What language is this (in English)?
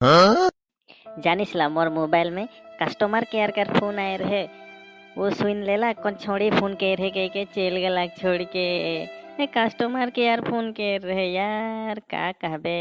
Sadri